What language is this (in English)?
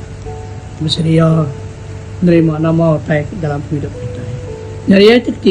Iban